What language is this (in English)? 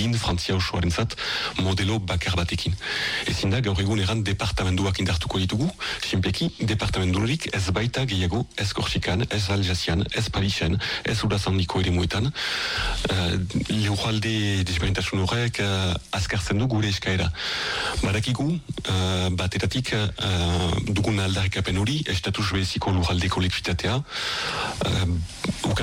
Basque